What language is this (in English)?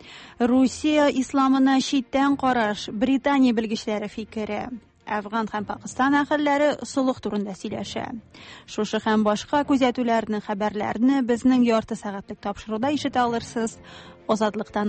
Tatar